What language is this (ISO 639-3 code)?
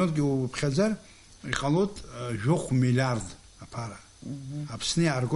abk